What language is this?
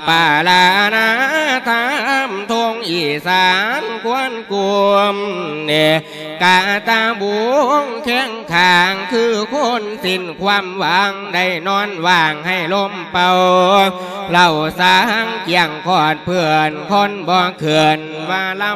Lao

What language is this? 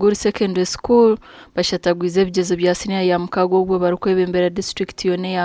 Nyankole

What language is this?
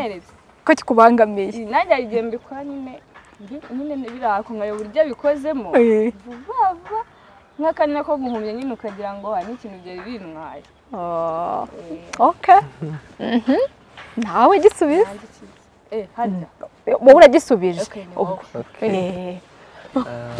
Kinyarwanda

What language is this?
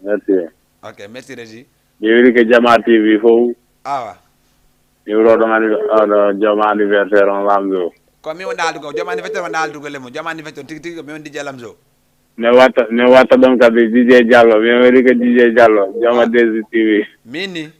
Fula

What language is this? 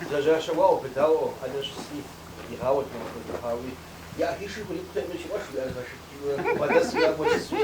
Kabardian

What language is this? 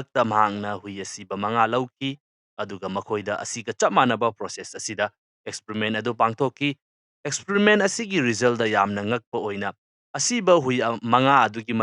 Manipuri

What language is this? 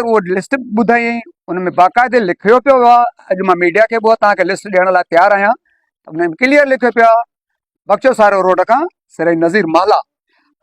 Sindhi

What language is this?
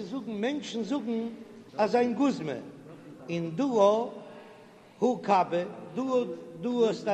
Yiddish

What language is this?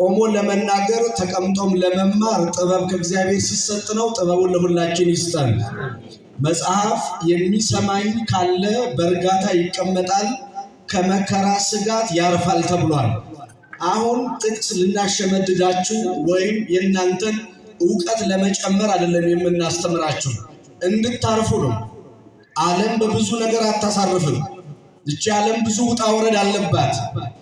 Amharic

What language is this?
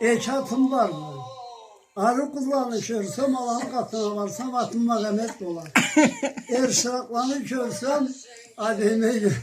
Karachay-Balkar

